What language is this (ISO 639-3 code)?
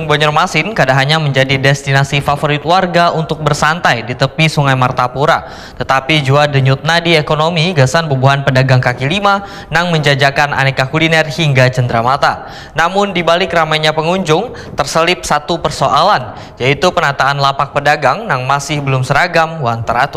bjn